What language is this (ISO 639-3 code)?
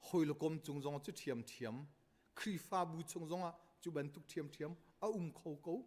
cnh